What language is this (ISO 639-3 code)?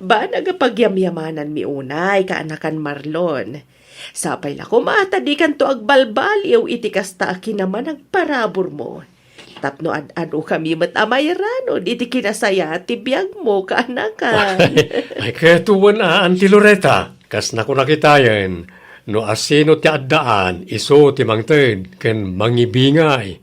ilo